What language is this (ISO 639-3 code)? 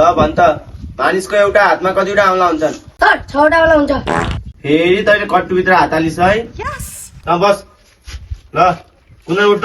nep